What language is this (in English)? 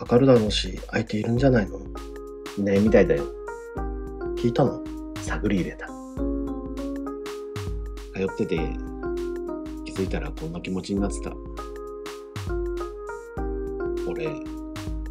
Japanese